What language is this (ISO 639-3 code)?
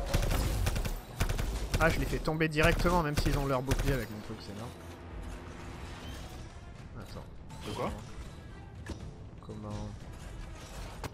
fra